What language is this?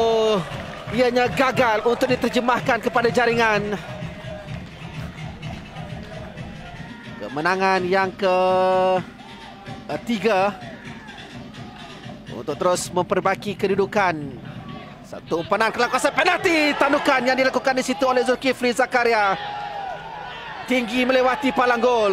Malay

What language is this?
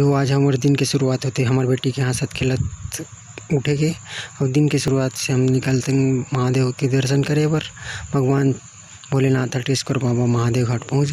Chhattisgarhi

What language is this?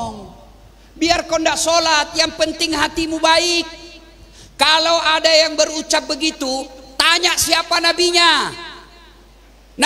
Indonesian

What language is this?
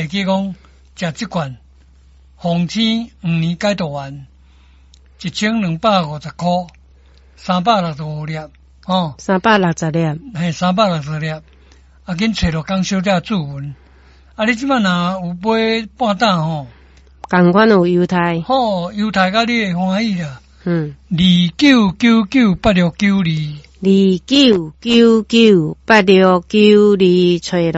Min Nan Chinese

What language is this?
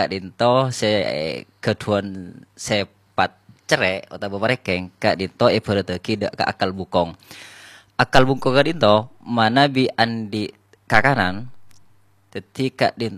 Madurese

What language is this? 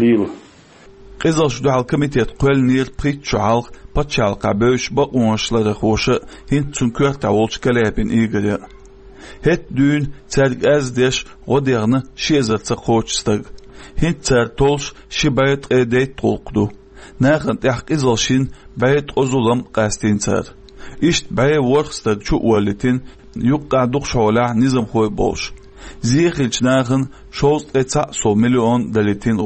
Chechen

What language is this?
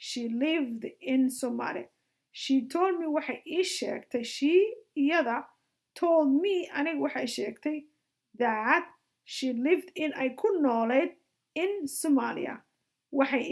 Somali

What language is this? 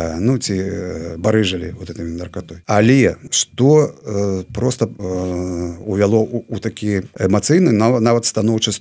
Belarusian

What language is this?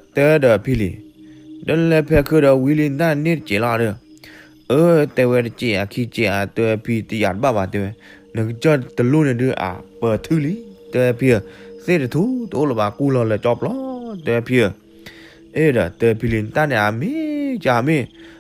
S'gaw Karen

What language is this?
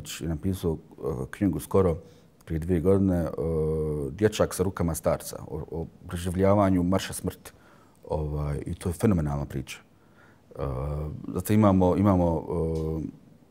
Bosnian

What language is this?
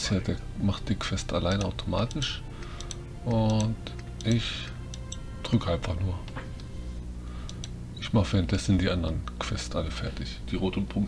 German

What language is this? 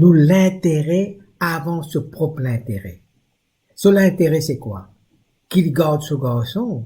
Morisyen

